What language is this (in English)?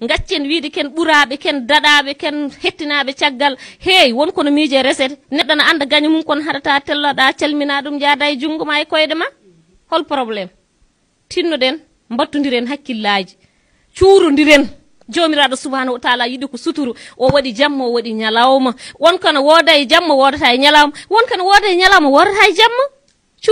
Shona